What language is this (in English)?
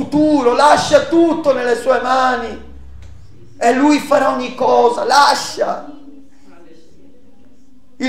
Italian